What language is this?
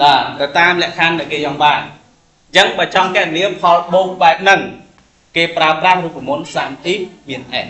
Khmer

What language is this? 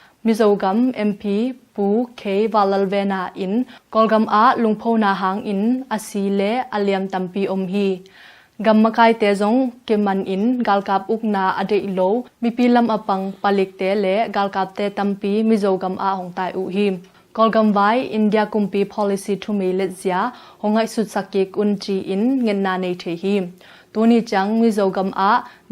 Tedim Chin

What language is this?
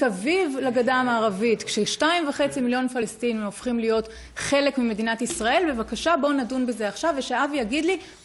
Hebrew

